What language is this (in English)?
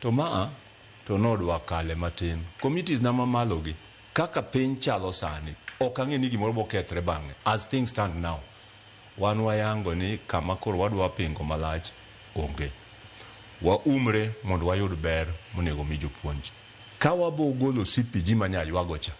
Luo (Kenya and Tanzania)